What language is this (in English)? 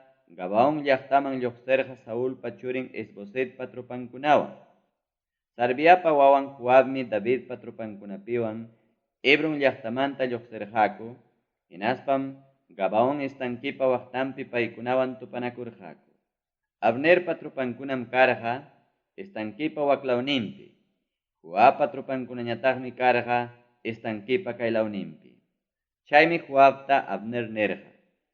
Ayacucho Quechua